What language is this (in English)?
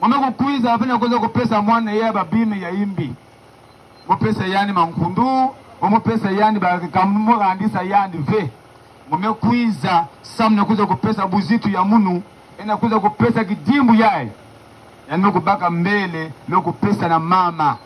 Kituba (Democratic Republic of Congo)